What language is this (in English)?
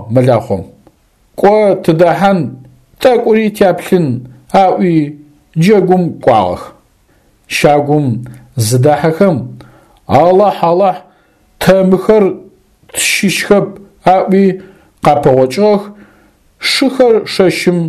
Adyghe